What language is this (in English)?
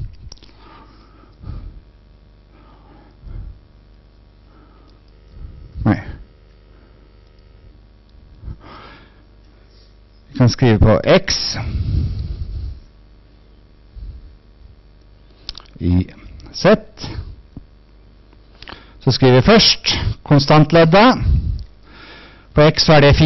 Norwegian